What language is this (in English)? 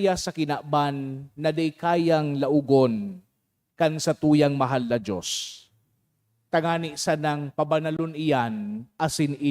Bikol